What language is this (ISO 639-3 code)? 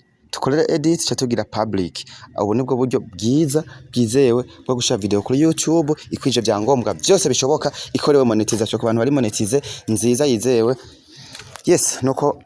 run